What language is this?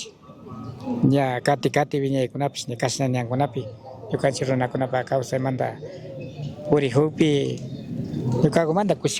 Chimborazo Highland Quichua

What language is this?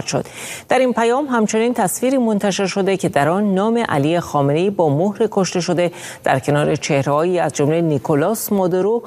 Persian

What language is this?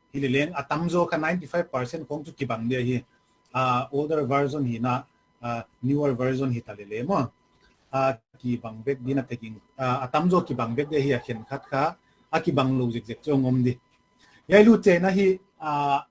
Paite Chin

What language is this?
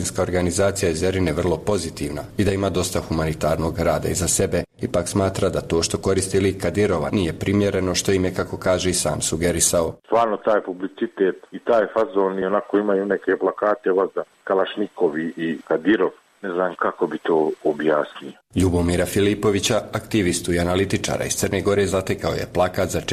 Serbian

